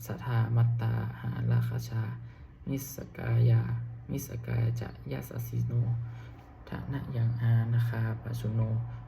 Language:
Pali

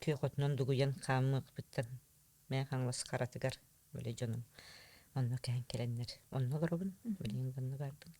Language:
Yakut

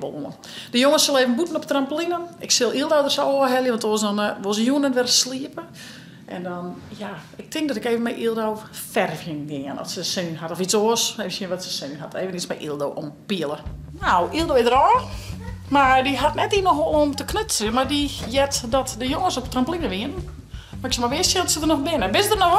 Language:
Western Frisian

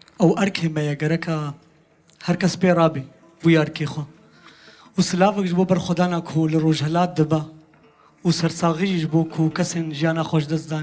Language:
Kurdish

